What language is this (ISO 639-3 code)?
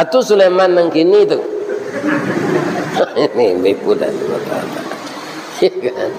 min